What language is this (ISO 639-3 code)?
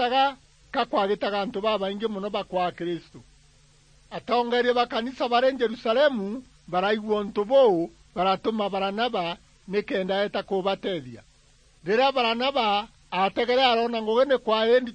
mer